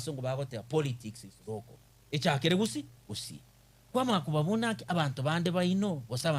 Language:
Gusii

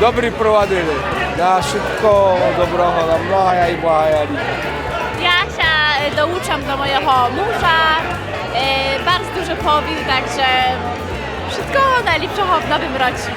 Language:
Rusyn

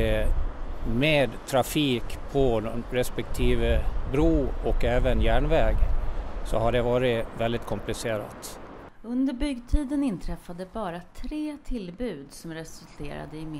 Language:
Swedish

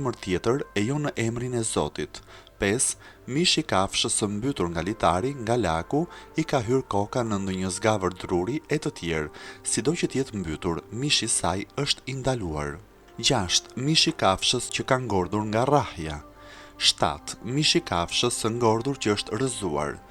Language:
Albanian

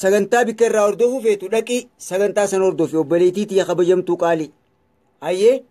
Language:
Oromo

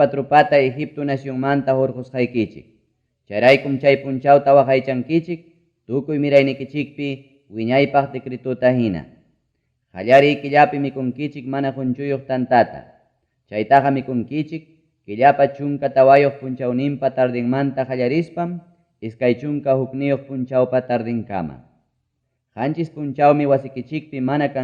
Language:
Ayacucho Quechua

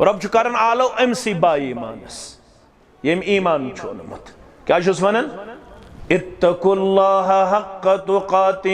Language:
Kashmiri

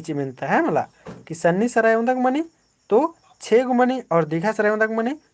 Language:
Kurukh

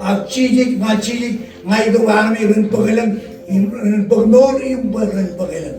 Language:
Marshallese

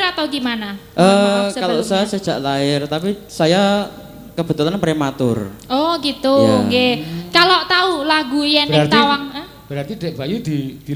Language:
Javanese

